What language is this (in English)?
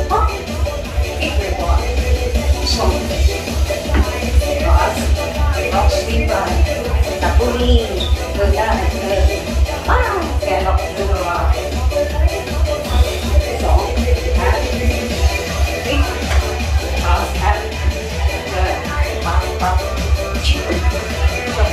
Thai